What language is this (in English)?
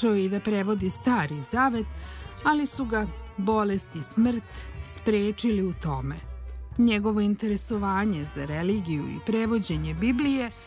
Serbian